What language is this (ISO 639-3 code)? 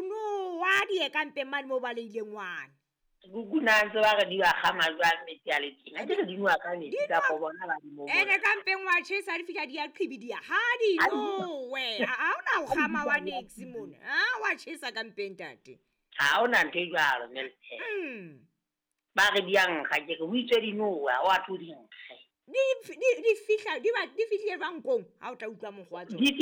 sot